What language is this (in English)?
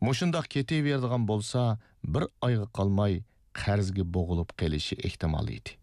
Uyghur